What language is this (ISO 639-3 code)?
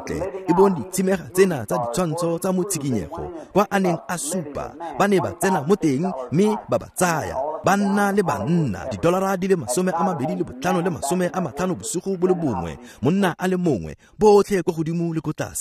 tsn